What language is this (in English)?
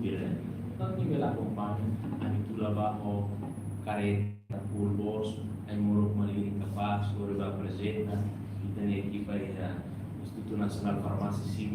Tetum